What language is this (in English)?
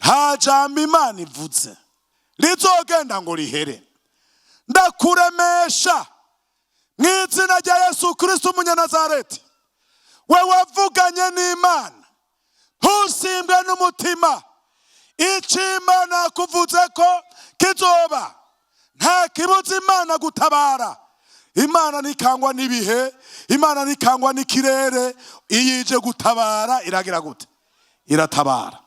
Rundi